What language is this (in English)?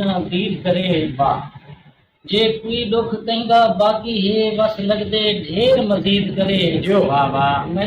Saraiki